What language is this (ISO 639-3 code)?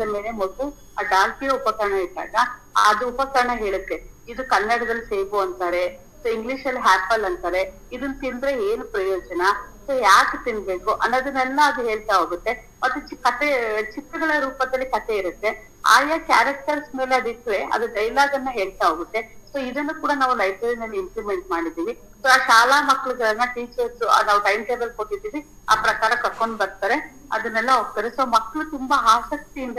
kan